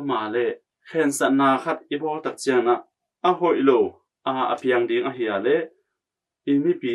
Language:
Tedim Chin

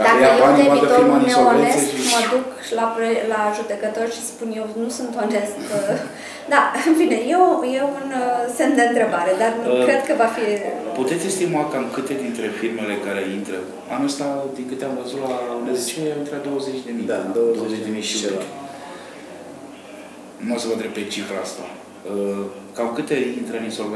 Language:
Romanian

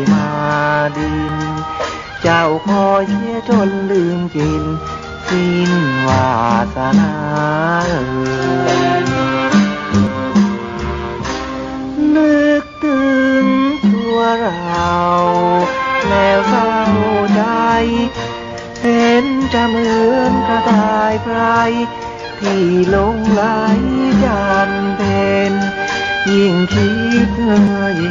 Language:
Thai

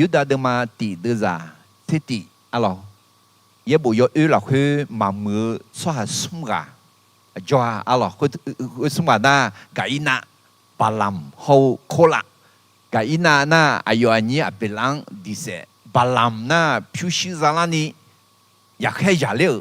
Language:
Akha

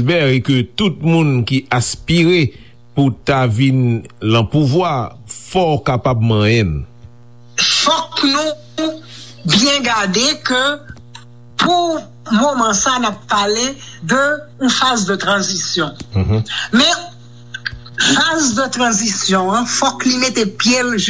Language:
Haitian Creole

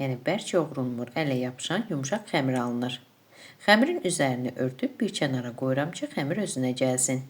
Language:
Azerbaijani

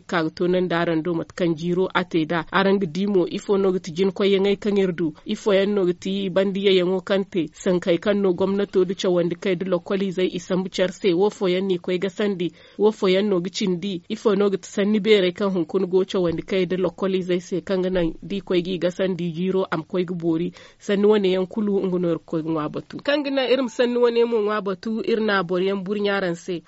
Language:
Zarma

